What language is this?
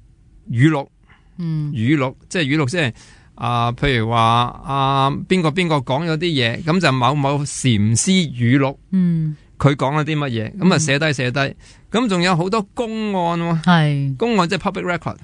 Cantonese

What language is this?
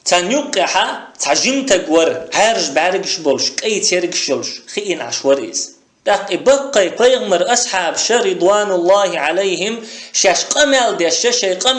Chechen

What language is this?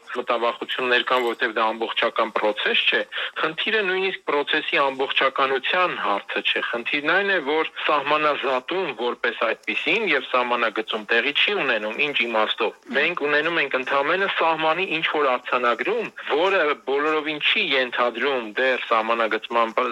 Armenian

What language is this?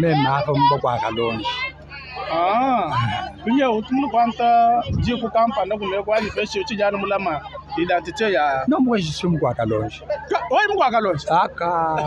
Luba-Lulua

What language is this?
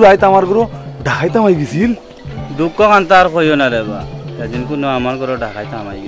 Sylheti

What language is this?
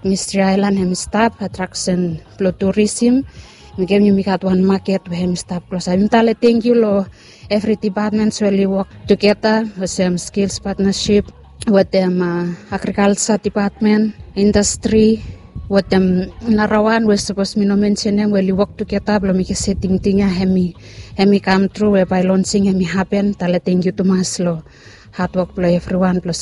Bislama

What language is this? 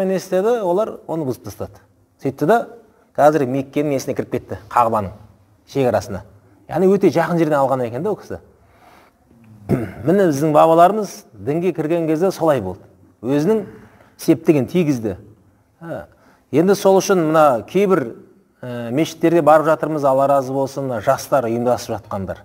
Kazakh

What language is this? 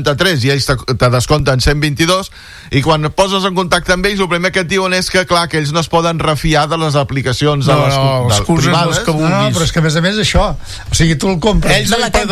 Catalan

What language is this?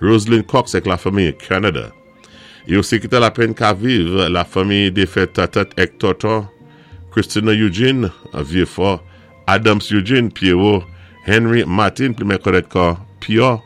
Saint Lucian Creole French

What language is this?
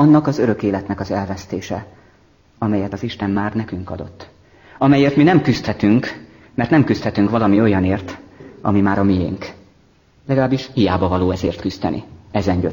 Hungarian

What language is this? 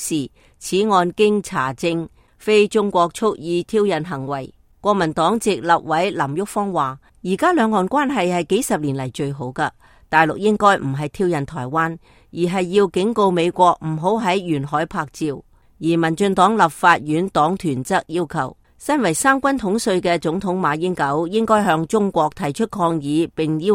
Cantonese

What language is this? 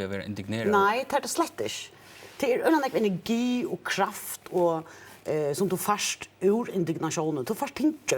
Faroese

